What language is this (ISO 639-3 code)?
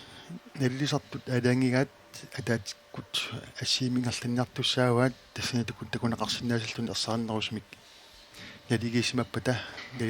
kal